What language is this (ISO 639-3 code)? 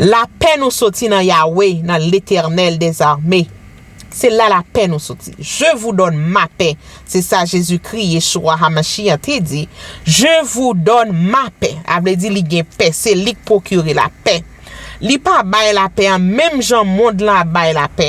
hat